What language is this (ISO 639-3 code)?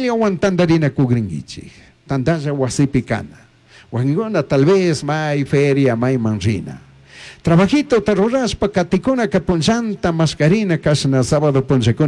qug